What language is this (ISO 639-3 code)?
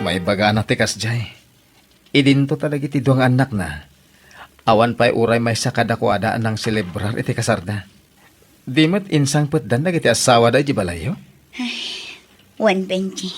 ilo